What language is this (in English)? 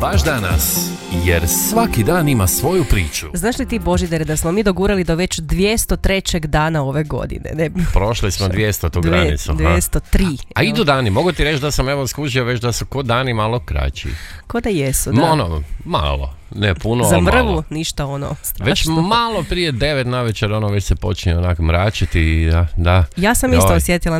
Croatian